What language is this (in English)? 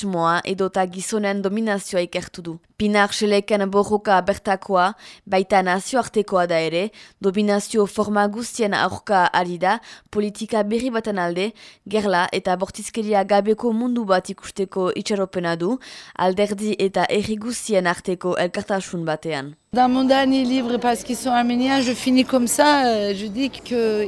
Basque